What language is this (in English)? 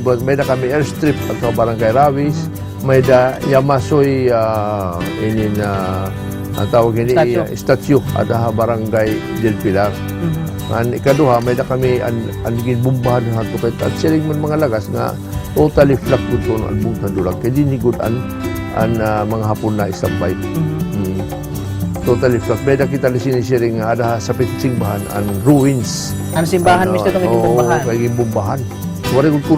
Waray